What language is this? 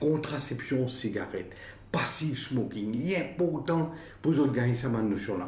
Morisyen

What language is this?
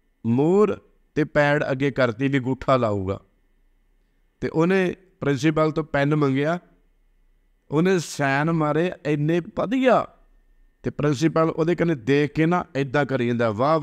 Punjabi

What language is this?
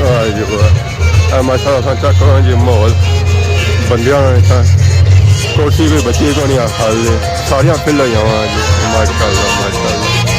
Pahari-Potwari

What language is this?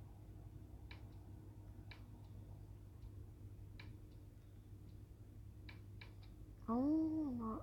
Lao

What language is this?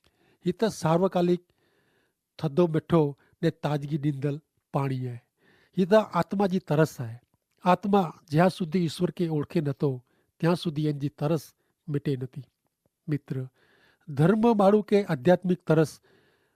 Kachhi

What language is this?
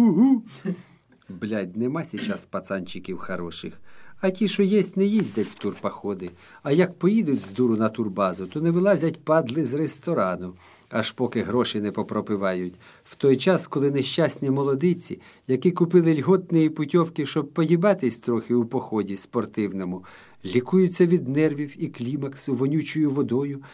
Ukrainian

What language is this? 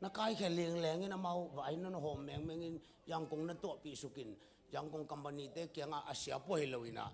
Tedim Chin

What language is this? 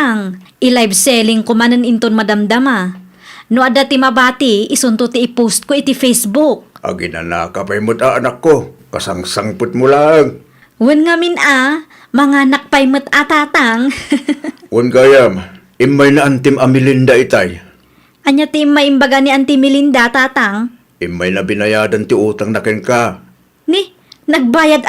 Iloko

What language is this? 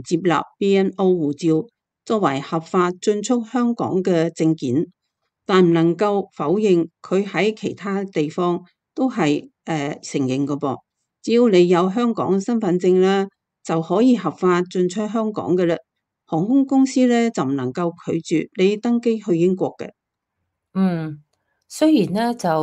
Cantonese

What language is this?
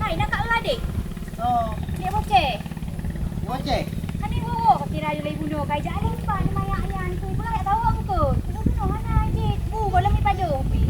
Achinese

